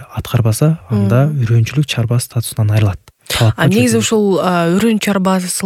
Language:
Kyrgyz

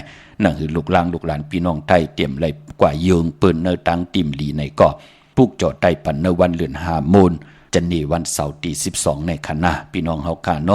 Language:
Shan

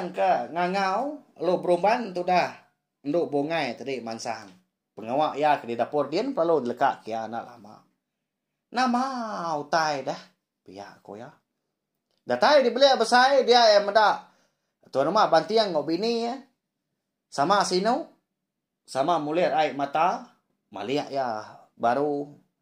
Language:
Iban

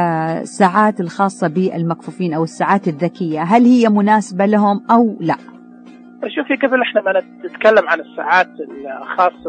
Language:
Najdi Arabic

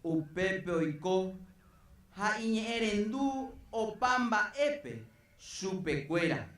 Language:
Guarani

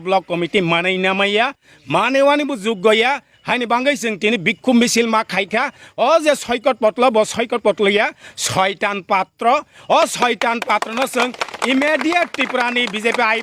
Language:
Kok Borok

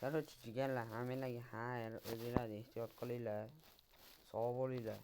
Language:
Uzbek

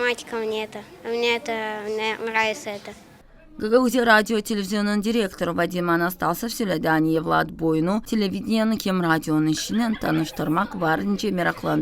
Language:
Gagauz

